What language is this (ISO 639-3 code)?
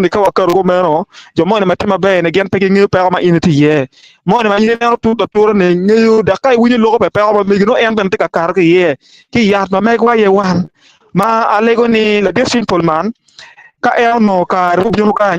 ach